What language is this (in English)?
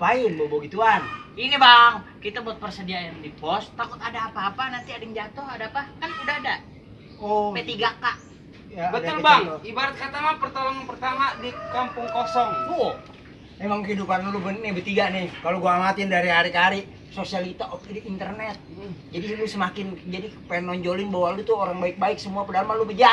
Betawi